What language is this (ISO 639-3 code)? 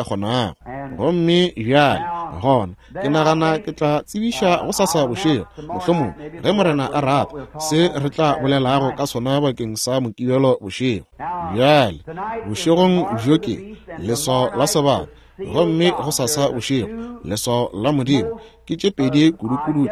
nso